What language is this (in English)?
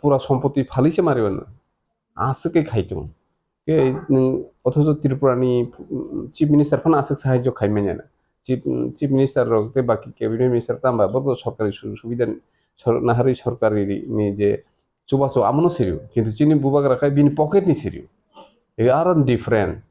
Kok Borok